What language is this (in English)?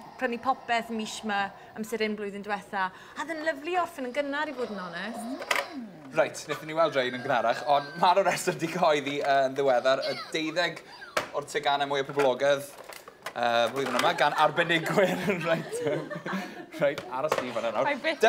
Welsh